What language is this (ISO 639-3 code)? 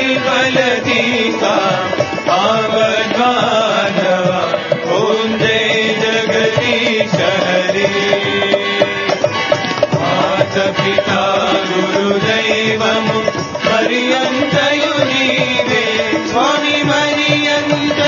tel